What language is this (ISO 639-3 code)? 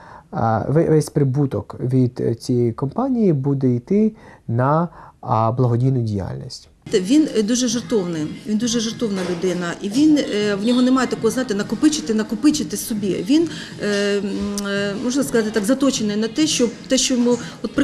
ukr